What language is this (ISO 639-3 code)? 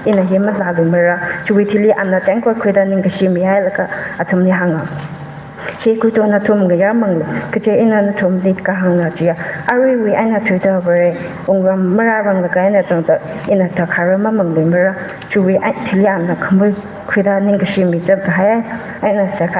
nmf